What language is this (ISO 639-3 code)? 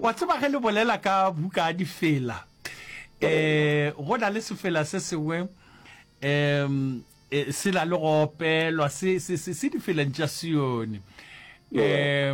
nso